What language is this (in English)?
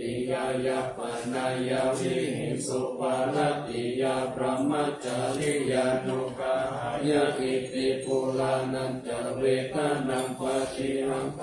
Pali